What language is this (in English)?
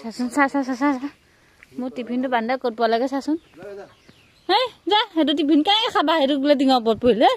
Assamese